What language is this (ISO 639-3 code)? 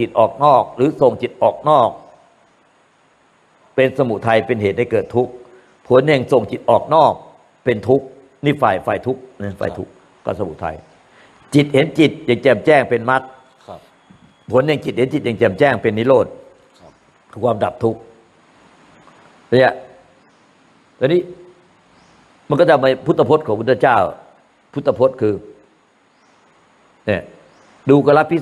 tha